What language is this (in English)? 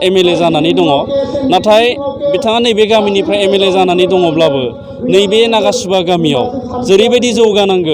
Bodo